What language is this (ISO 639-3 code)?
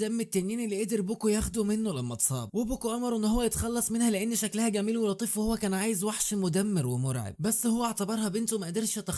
arz